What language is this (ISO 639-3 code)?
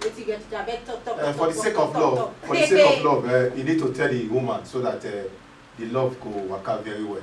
pcm